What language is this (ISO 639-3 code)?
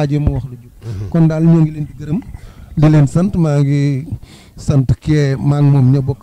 wol